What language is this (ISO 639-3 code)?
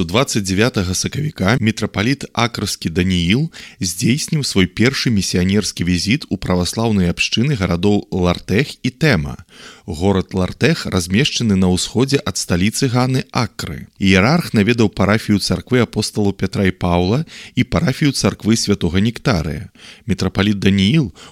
bel